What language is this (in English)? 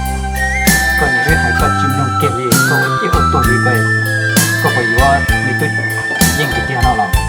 Hmong